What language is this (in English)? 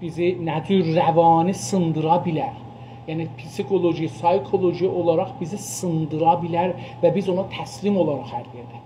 South Azerbaijani